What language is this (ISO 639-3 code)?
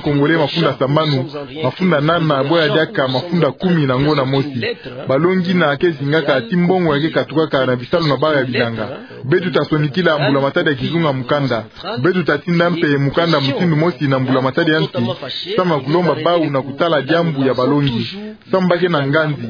ktu